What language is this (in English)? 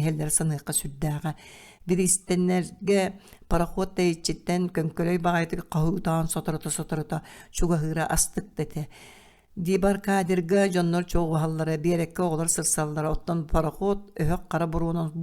Yakut